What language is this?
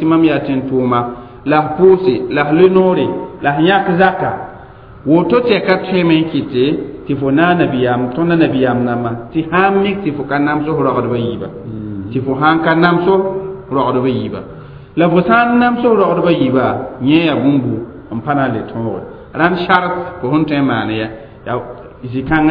Mossi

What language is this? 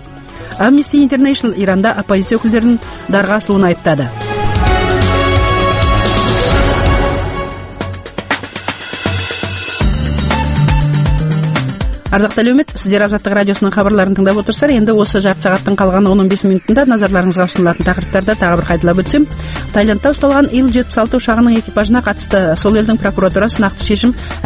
Kazakh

